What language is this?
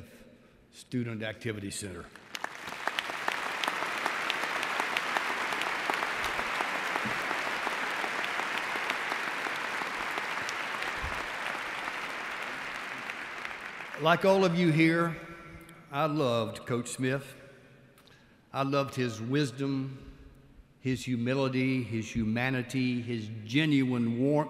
English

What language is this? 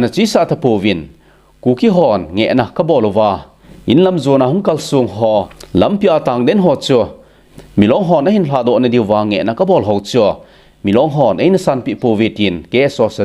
Thado Chin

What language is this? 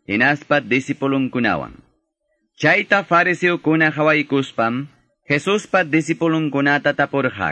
Quechua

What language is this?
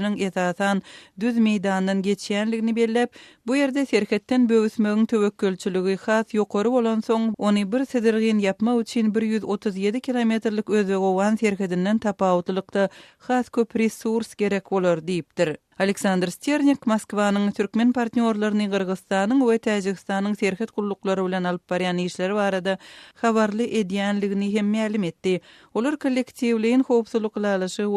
Turkmen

